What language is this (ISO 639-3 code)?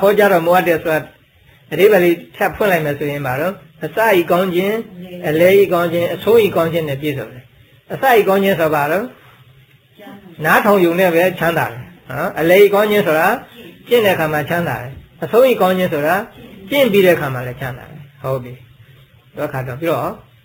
mya